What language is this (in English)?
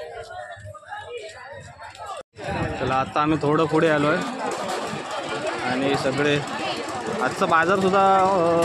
Marathi